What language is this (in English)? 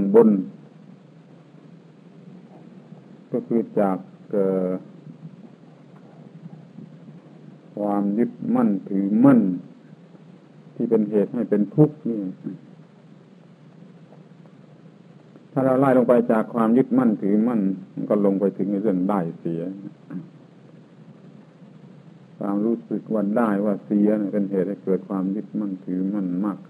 Thai